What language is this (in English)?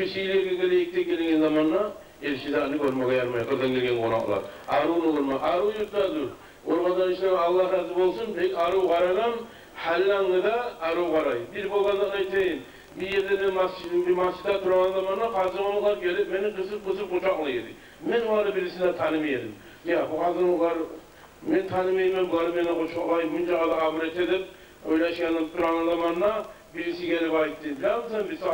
Kumyk